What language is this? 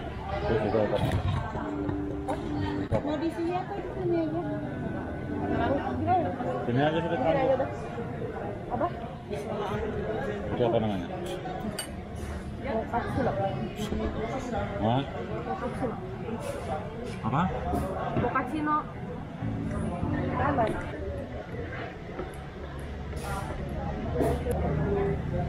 Indonesian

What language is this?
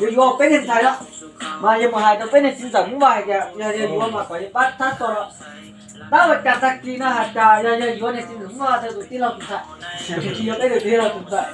Hmong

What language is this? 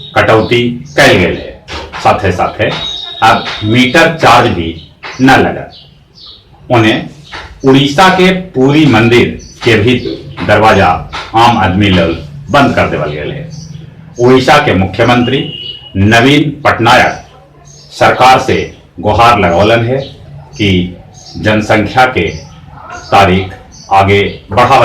Magahi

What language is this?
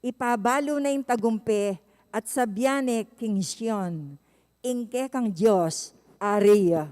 Pampanga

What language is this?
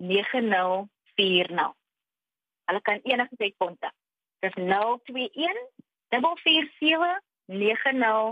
Afrikaans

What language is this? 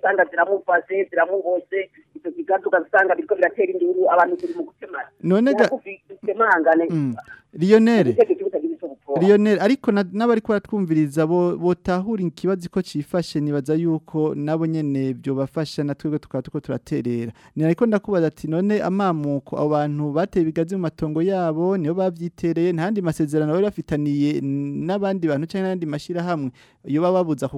Rundi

